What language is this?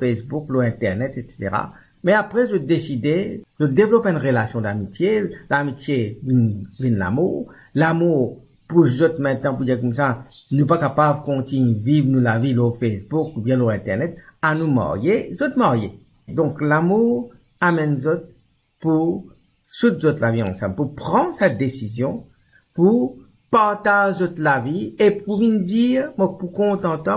Morisyen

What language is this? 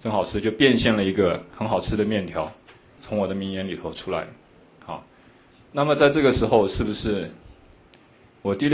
Chinese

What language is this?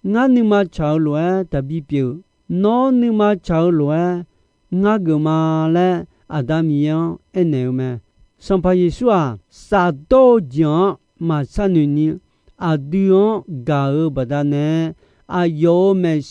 Akha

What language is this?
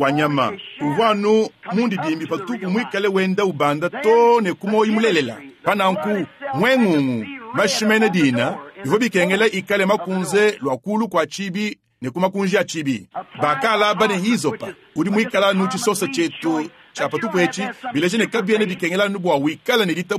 Luba-Lulua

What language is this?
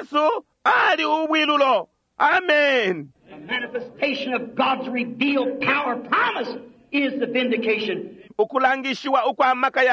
Bemba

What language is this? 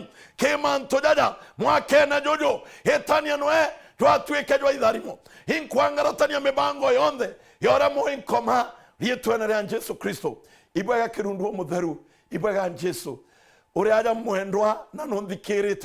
Meru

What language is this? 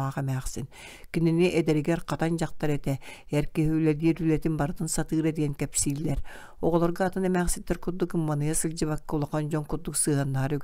Yakut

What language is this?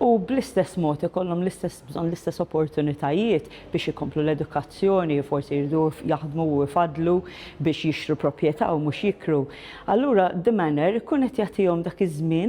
Maltese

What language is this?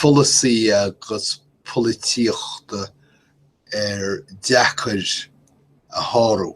Irish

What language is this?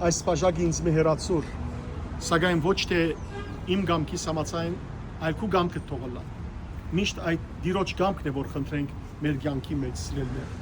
Western Armenian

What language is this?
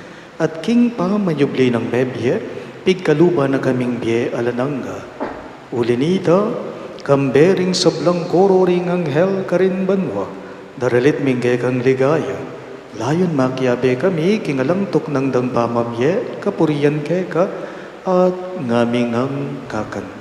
Pampanga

